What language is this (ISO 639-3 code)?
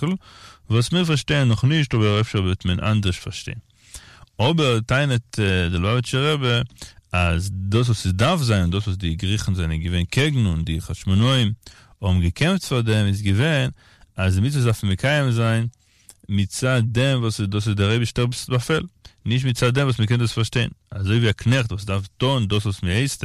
yid